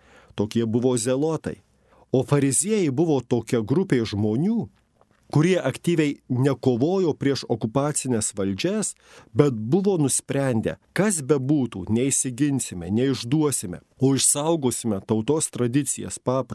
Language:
Lithuanian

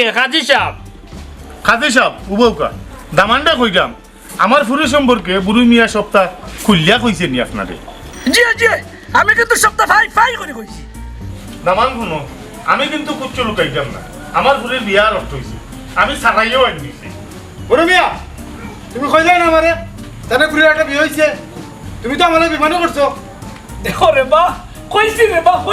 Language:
Sylheti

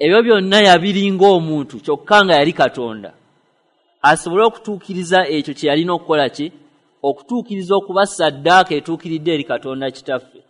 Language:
Ganda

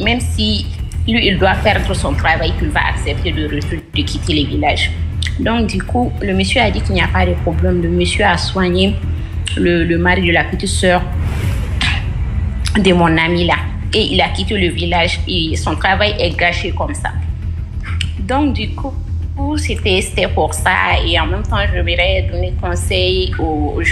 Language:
French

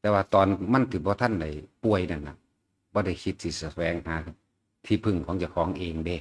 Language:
Lao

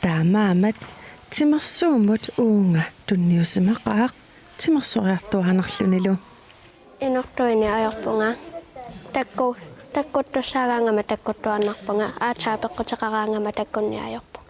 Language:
Kalaallisut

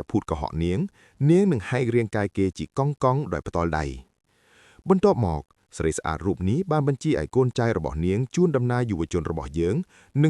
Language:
Khmer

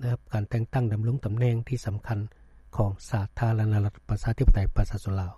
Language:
Lao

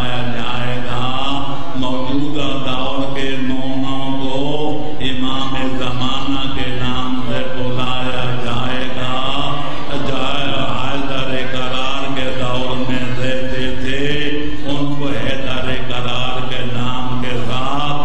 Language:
Urdu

